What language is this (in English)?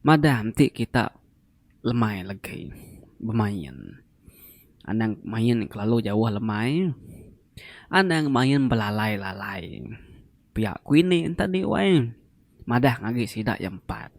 Iban